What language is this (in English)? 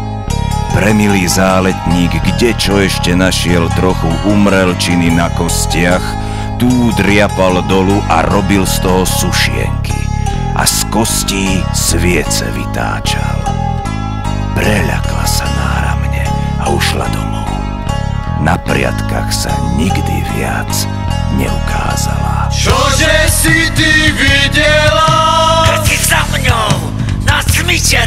Slovak